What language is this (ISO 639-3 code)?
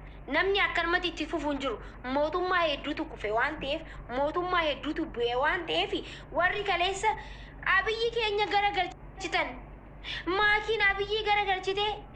orm